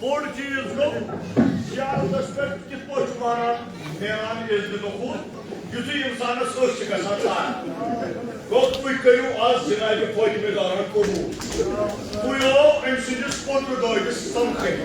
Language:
Kashmiri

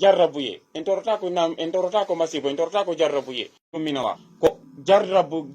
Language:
Fula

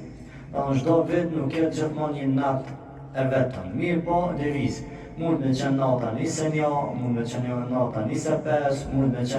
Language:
Albanian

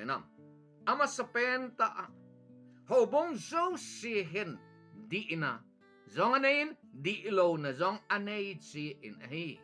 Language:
Thado Chin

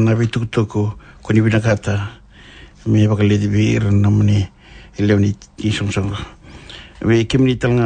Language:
Fijian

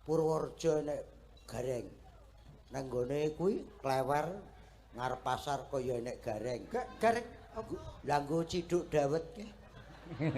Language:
Javanese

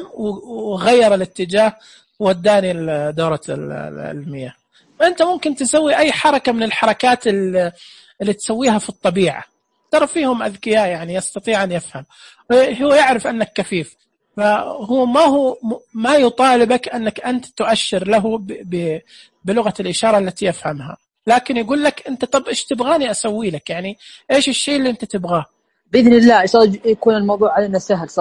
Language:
Najdi Arabic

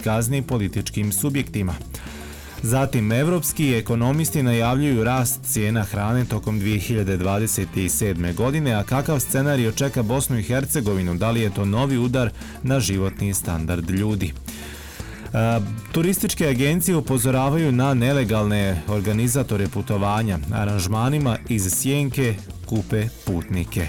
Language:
Bosnian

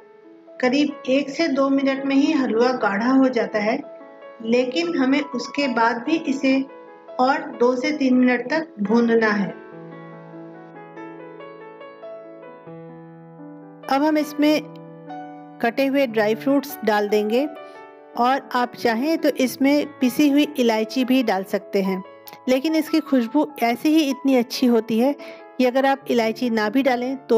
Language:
Hindi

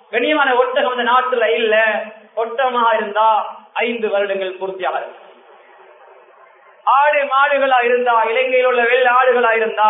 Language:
Tamil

